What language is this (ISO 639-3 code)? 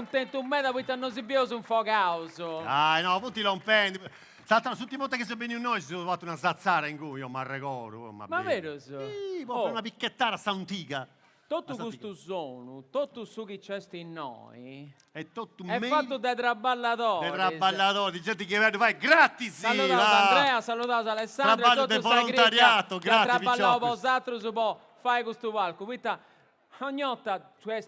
srd